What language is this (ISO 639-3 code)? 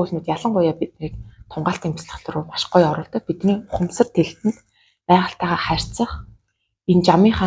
mon